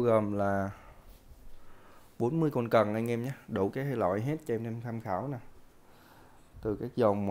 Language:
Vietnamese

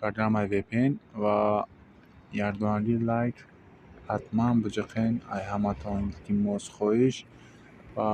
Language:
Tajik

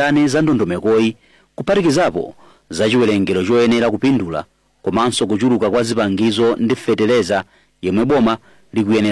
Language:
Nyanja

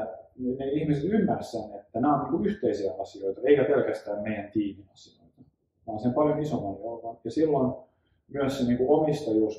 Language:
Finnish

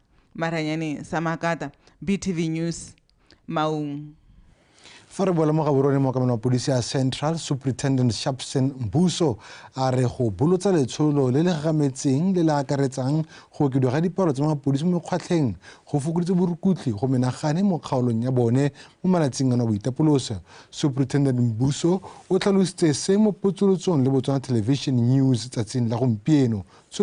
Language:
Tswana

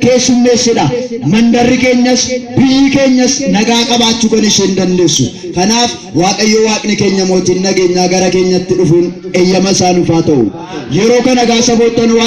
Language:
Oromo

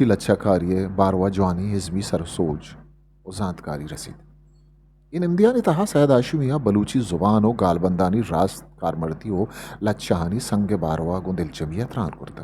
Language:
Eastern Balochi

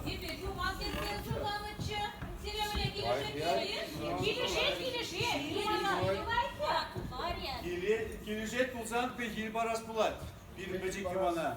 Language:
Chuvash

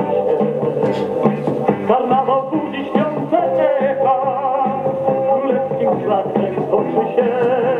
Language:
Polish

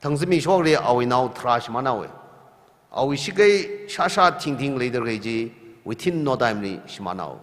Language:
Tangkhul Naga (India)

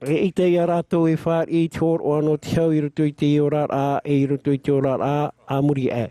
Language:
Tahitian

